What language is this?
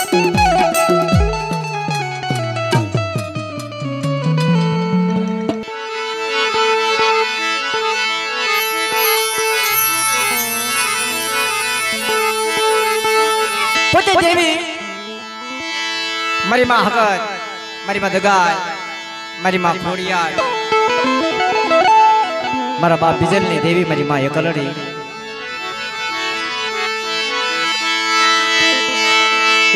Gujarati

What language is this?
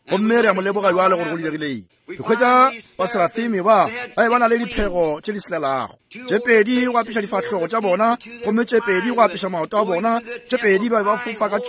Northern Sotho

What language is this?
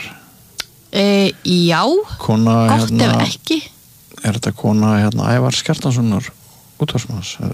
Icelandic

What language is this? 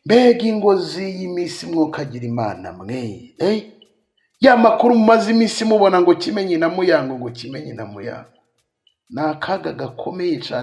Kinyarwanda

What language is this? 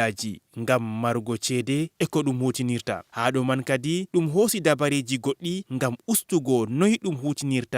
Fula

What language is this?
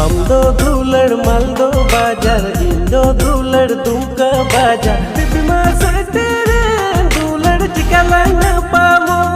Santali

